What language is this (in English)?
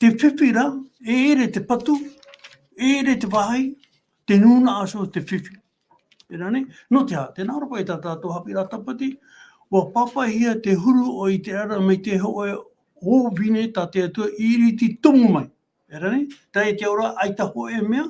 Tahitian